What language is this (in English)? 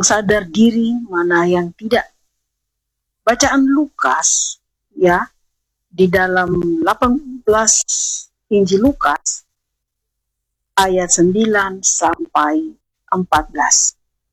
Indonesian